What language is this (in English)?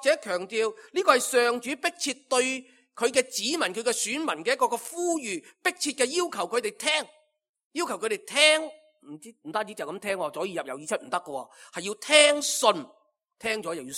Cantonese